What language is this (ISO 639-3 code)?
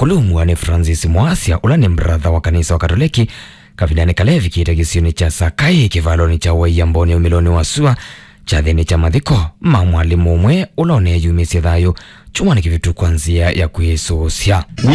kam